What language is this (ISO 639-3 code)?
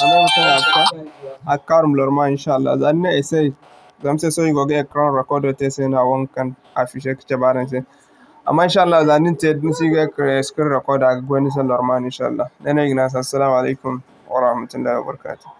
dje